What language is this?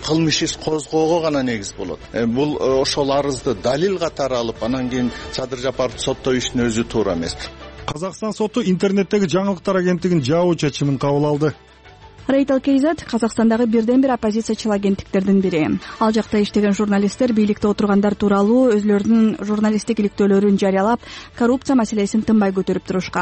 Kyrgyz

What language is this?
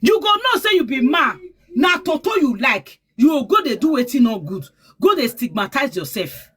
Nigerian Pidgin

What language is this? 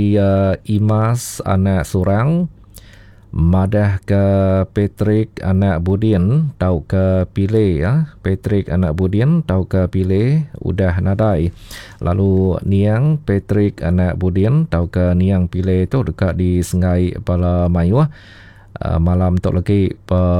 Iban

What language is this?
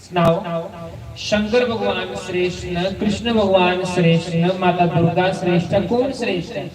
Dogri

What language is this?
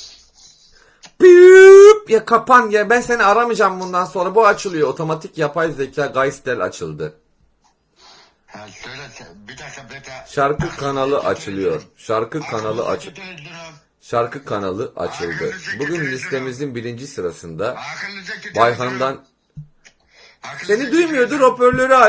Turkish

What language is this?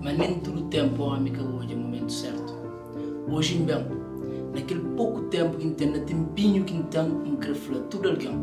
Kabuverdianu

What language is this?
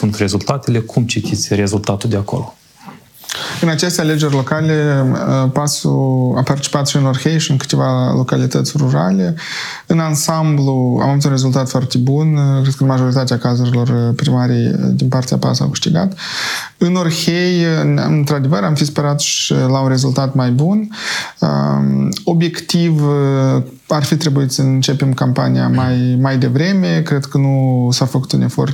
Romanian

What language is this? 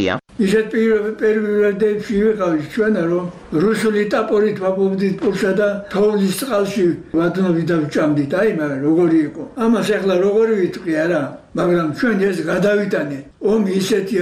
Georgian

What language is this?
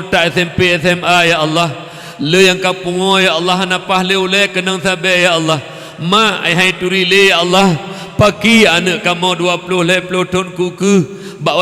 Achinese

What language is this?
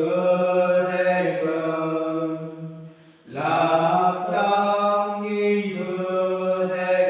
Central Mnong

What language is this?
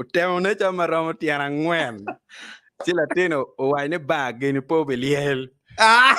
Acoli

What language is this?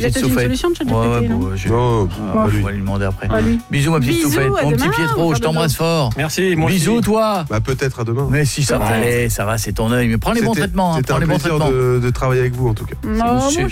French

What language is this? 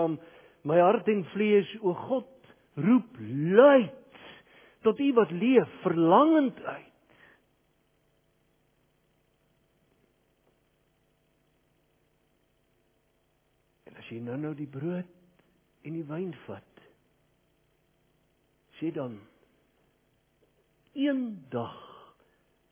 Afrikaans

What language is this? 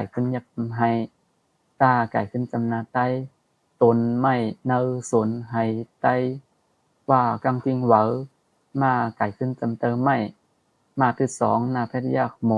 Shan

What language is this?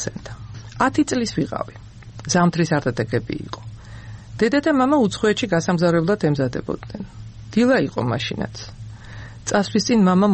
Georgian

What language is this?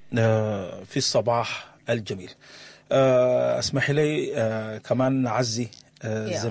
Sudanese Arabic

